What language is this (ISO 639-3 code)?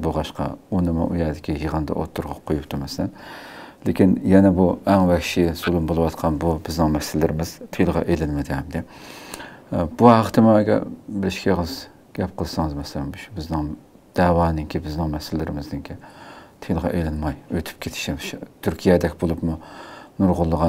uig